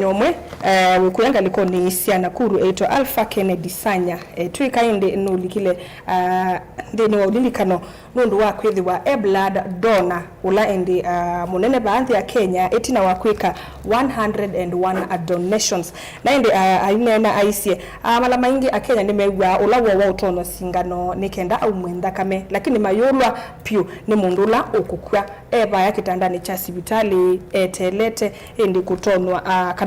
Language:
Kamba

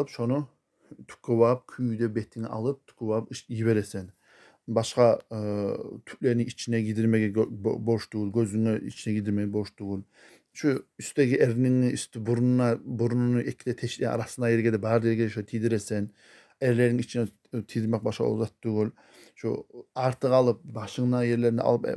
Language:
Kumyk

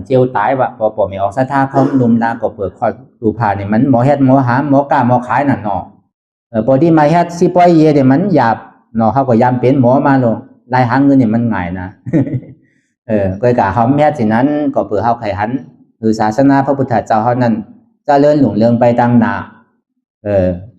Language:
Shan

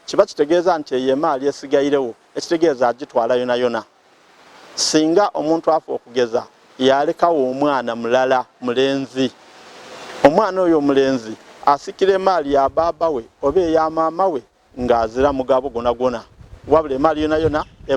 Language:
Ganda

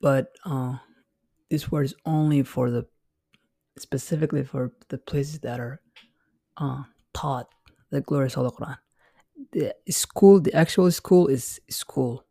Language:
English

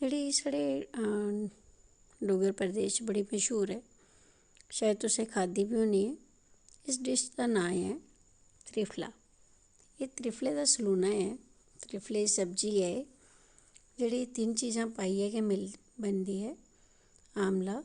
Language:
Dogri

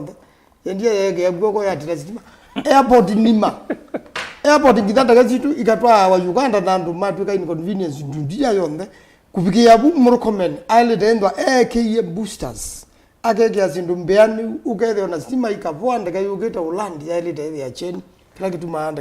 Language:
Kamba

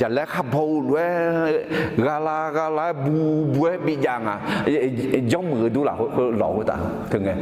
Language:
Akha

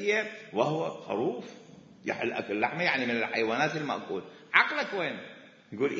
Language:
Mesopotamian Arabic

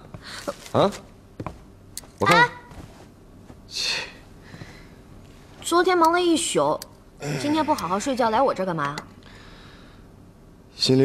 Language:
Chinese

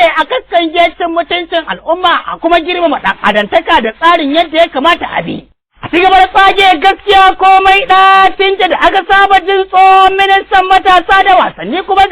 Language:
Hausa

